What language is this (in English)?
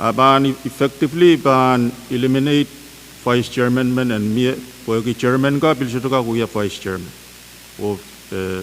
Pohnpeian